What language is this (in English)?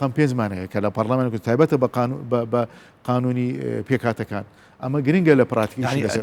Central Kurdish